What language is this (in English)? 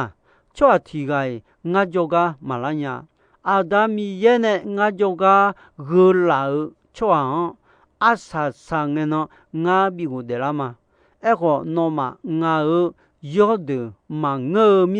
Akha